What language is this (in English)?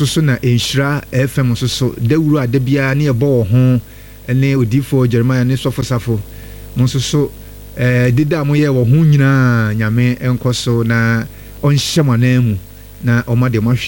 Akan